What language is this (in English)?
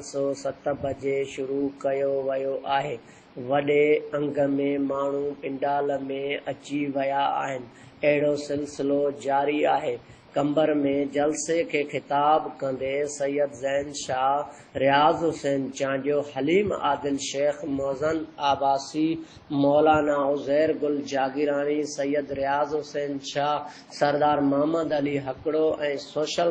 Sindhi